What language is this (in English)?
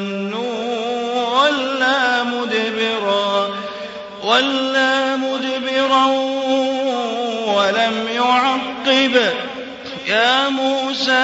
Arabic